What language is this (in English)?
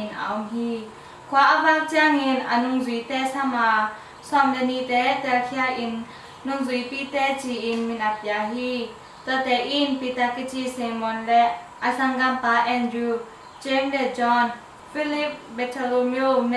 Tedim Chin